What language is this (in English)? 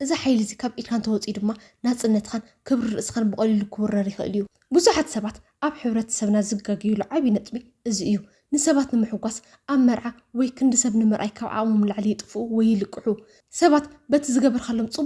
Tigrinya